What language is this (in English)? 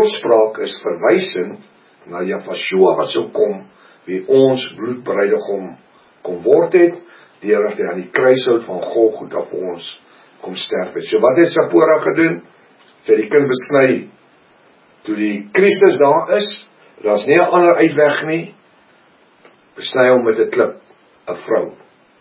Afrikaans